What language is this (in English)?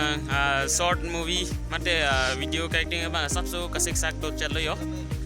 Karbi